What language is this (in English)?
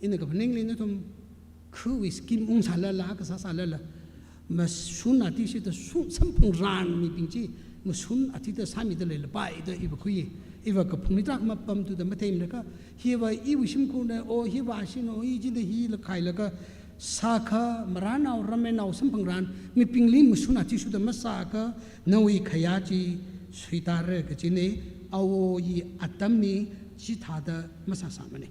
Tangkhul Naga (India)